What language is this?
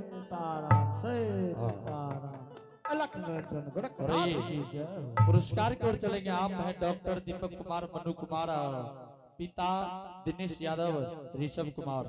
Angika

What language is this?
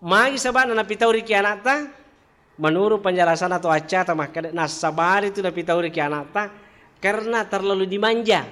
Buginese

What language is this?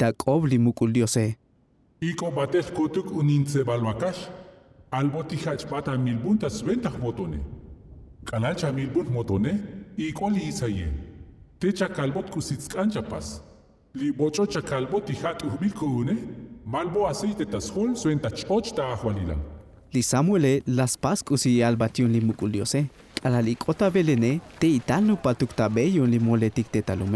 Tzotzil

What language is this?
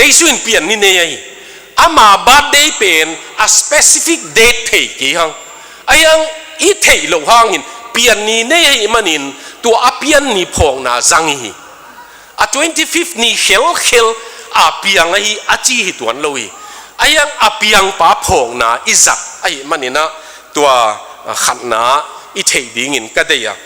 Tedim Chin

